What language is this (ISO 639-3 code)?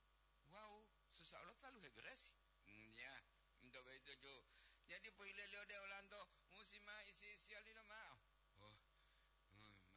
gor